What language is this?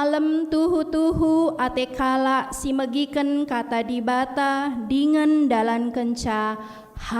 Batak Karo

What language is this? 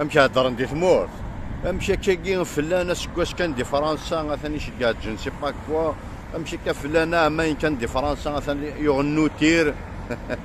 Kabyle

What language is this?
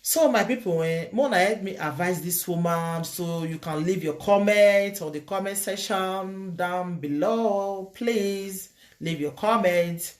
Nigerian Pidgin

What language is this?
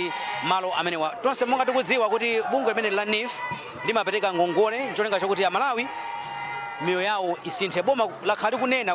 Nyanja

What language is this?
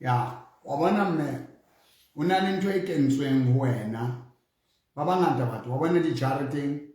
Southern Sotho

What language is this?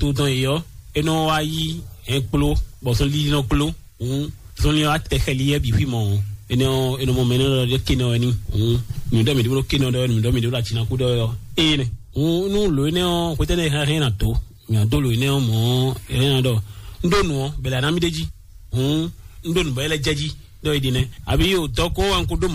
Fon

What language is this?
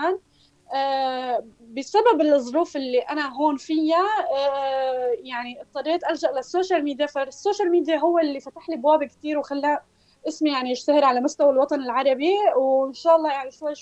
North Levantine Arabic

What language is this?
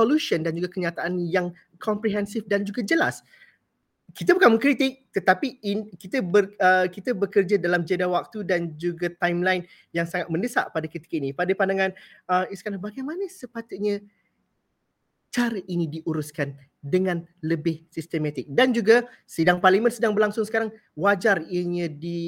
Malay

